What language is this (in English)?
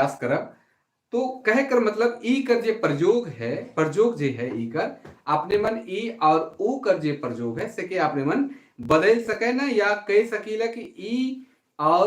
Sadri